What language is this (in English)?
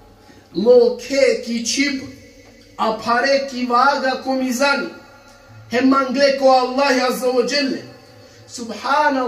Balkan Romani